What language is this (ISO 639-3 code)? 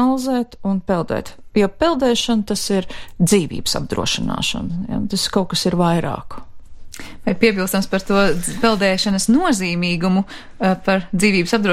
lav